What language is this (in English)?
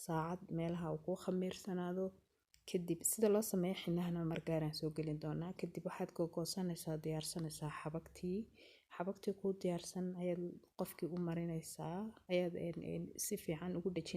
Somali